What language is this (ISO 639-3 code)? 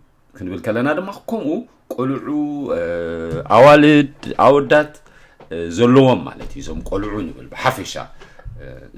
tir